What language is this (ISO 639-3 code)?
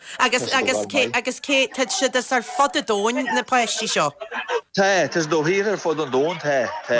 gle